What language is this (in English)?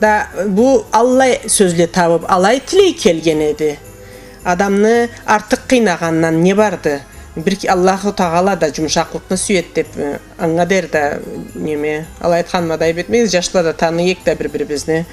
Karachay-Balkar